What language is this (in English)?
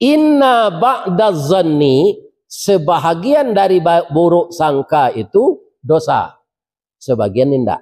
Minangkabau